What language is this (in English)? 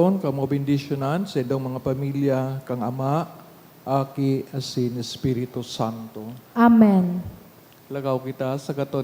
Bikol